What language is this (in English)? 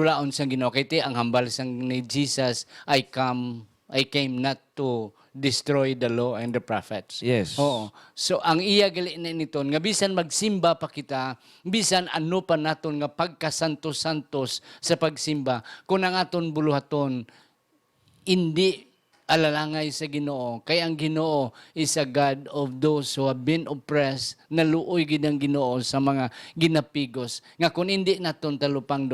Hiligaynon